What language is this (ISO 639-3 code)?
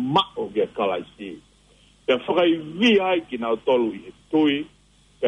ton